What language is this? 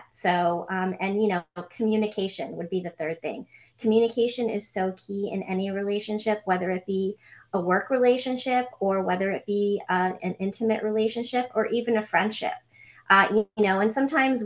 English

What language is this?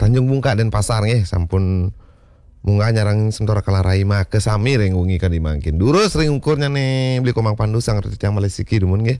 Balinese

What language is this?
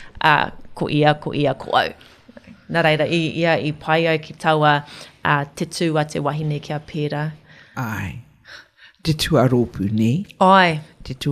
Māori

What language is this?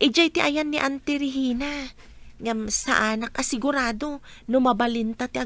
Iloko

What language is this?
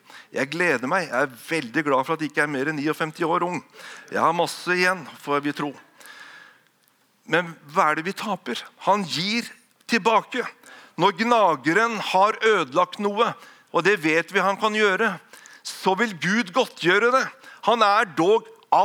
Norwegian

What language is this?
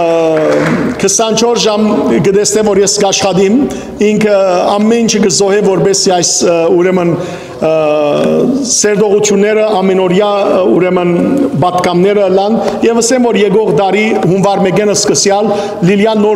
Western Armenian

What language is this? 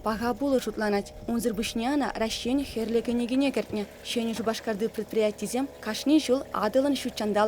Chuvash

